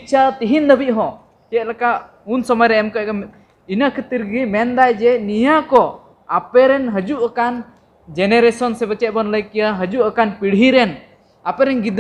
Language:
Santali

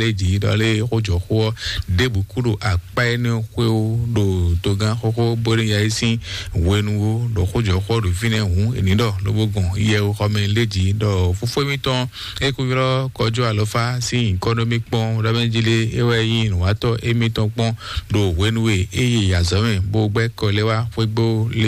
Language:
Fon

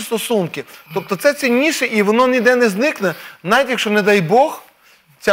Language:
Ukrainian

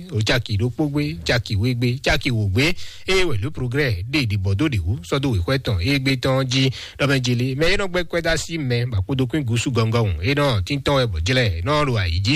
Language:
Fon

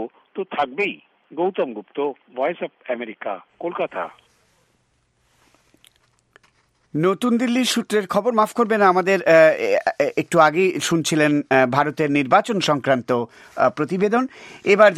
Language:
Bangla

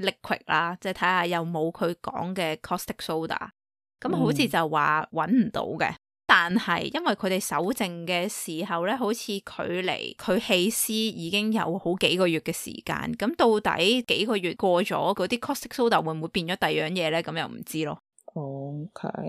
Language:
Cantonese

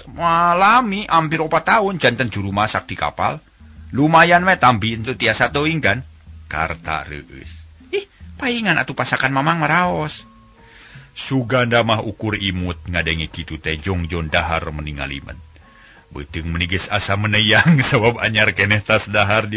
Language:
Sundanese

